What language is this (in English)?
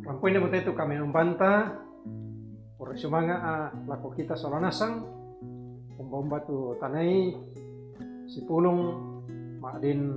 Toraja-Sa'dan